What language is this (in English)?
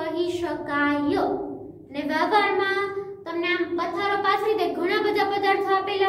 Gujarati